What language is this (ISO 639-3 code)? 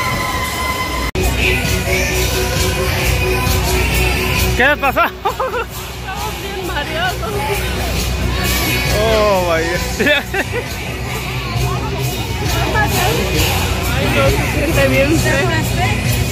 spa